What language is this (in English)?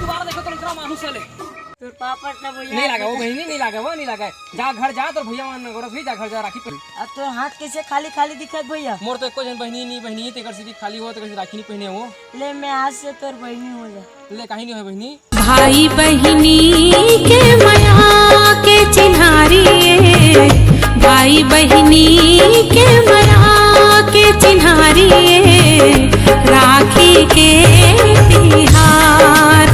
Chhattisgarhi